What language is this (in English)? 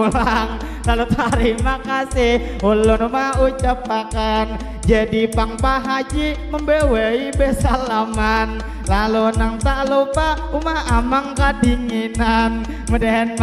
Banjar